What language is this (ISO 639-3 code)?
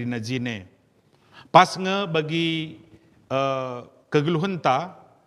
btx